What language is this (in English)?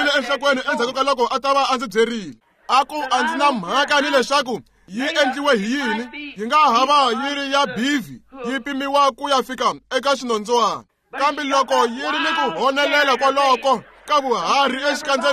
Tsonga